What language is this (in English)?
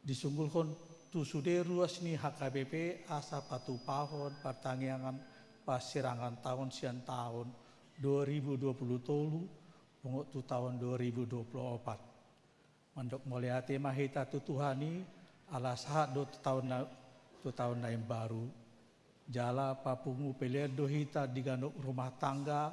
Batak Toba